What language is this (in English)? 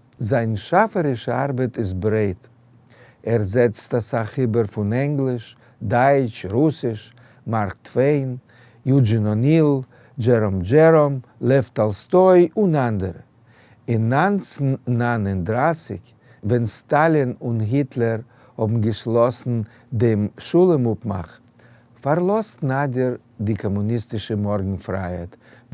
Yiddish